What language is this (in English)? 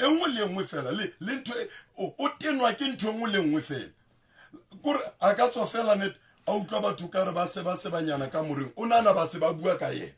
Southern Sotho